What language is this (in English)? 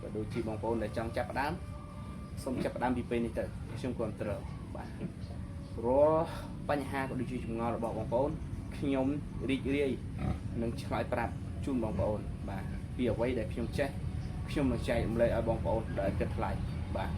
Khmer